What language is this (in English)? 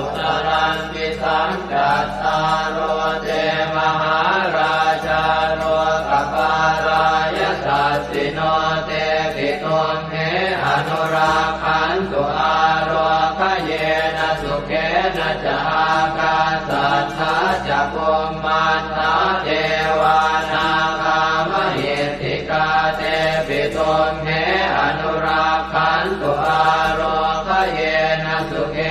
Pali